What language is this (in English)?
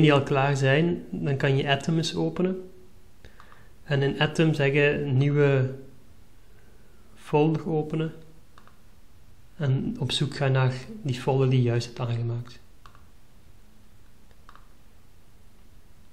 Dutch